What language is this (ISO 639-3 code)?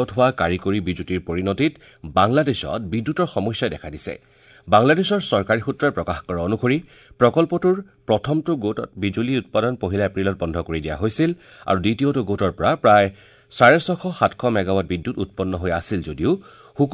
asm